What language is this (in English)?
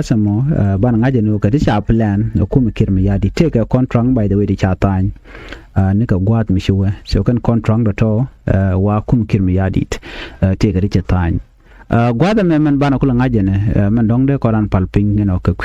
Nuer